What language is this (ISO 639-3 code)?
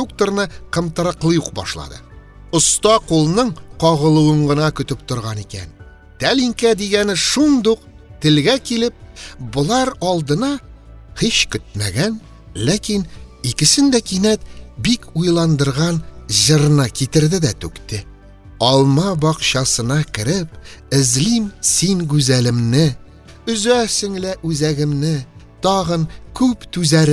tat